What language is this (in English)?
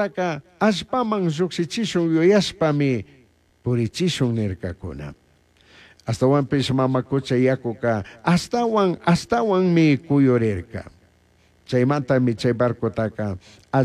Chimborazo Highland Quichua